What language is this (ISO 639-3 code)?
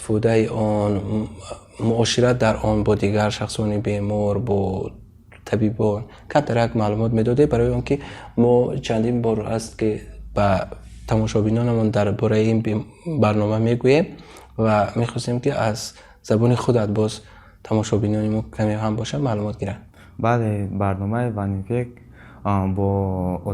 tgk